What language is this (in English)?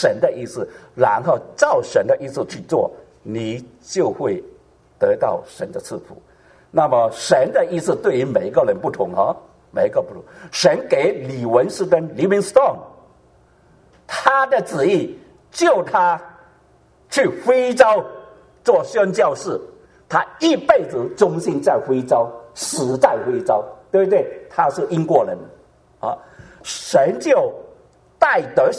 Chinese